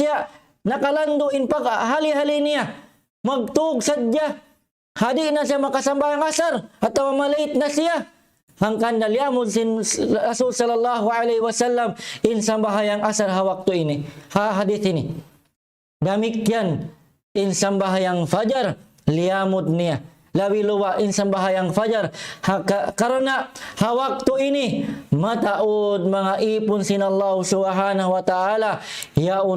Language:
Tausug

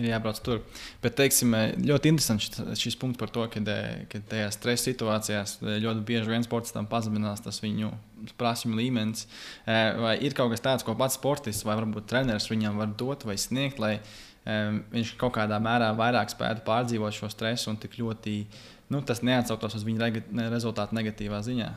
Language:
Latvian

